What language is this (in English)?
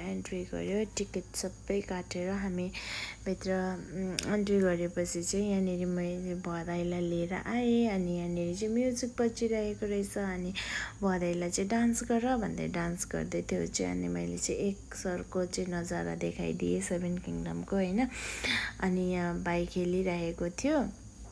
Nepali